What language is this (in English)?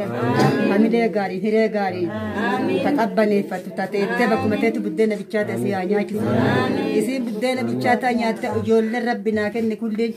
Oromo